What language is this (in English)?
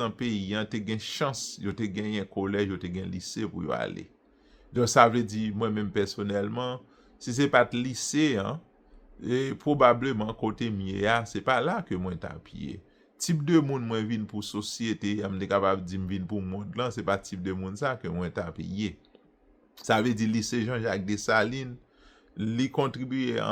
Haitian Creole